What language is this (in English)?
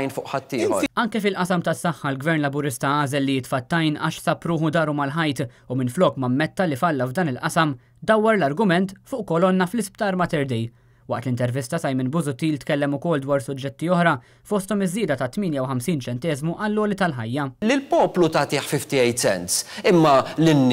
Maltese